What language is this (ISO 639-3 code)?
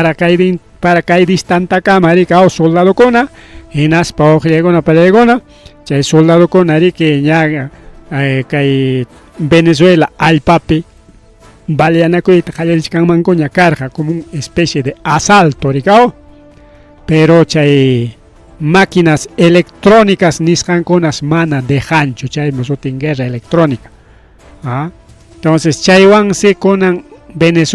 quy